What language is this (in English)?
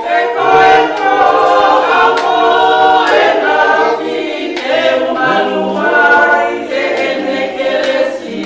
Tongan